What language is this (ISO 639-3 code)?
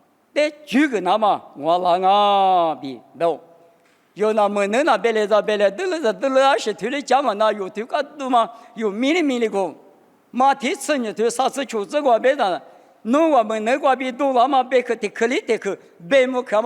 lis